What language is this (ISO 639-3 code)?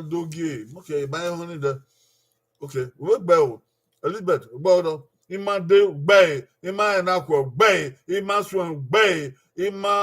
bin